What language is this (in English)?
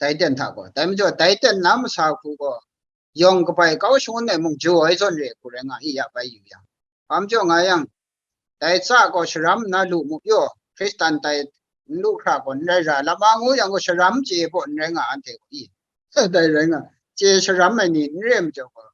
Kachin